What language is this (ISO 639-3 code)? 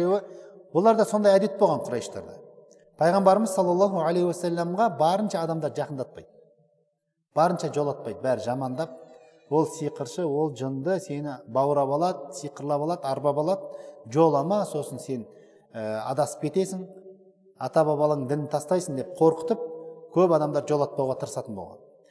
kaz